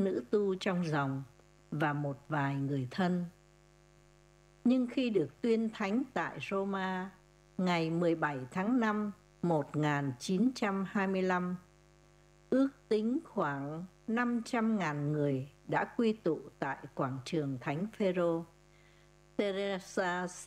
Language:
Vietnamese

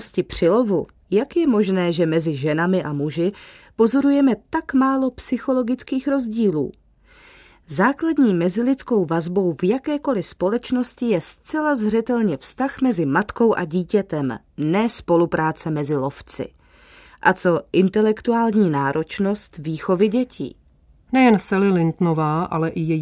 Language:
Czech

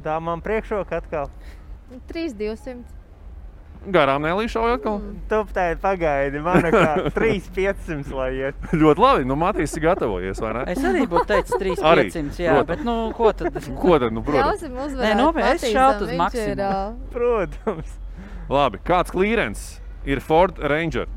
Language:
Latvian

